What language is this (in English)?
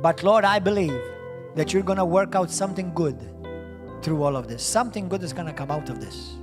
English